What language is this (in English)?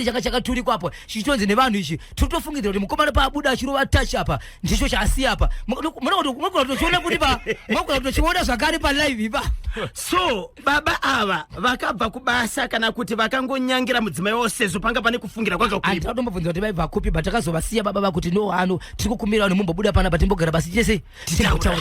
Shona